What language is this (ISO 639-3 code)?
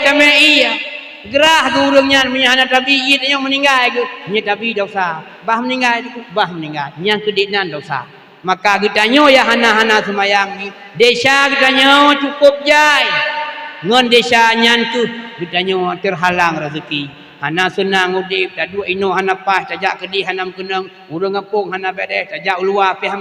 ace